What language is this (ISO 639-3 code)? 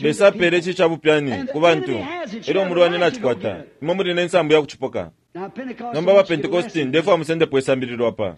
bem